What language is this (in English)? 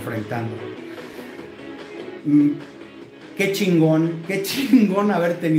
Spanish